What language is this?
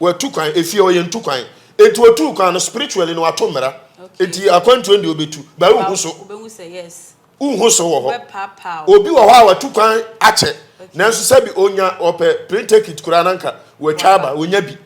Akan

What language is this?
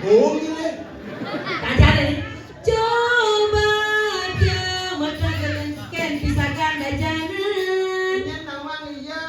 Balinese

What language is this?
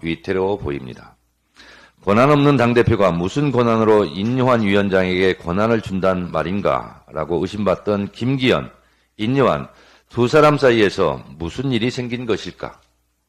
Korean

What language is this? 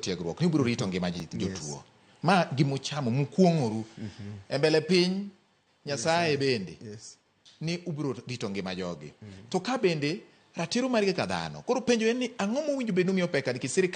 Luo (Kenya and Tanzania)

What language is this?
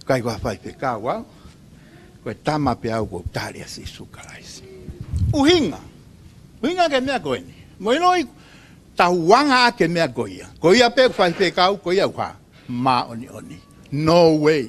Tongan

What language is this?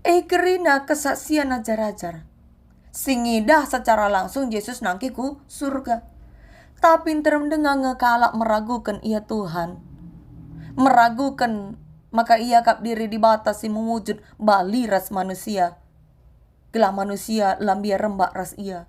Batak Karo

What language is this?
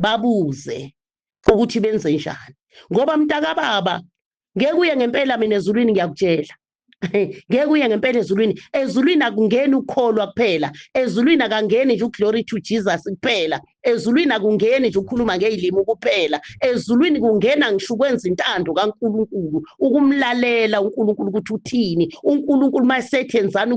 Zulu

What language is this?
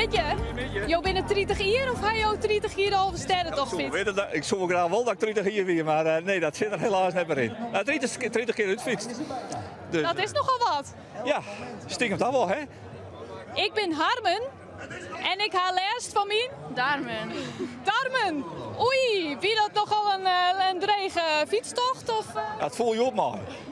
Western Frisian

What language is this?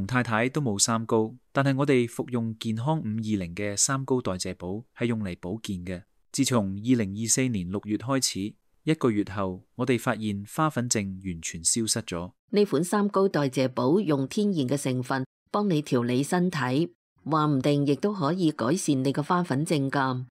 Cantonese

